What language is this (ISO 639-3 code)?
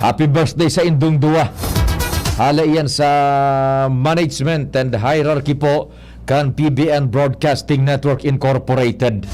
bik